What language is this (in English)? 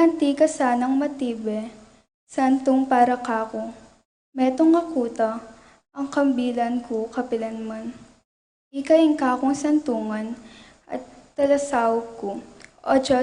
Pampanga